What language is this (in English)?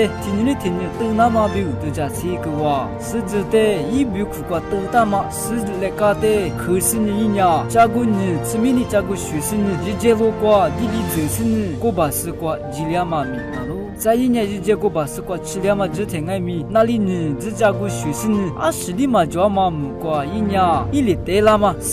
Lisu